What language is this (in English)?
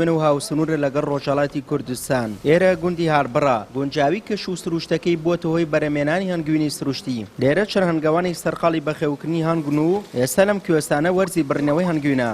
Central Kurdish